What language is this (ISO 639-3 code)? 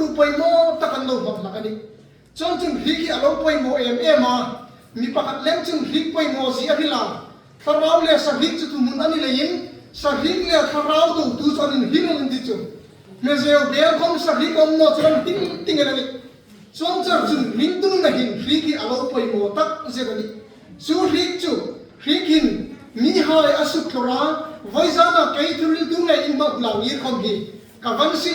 hmr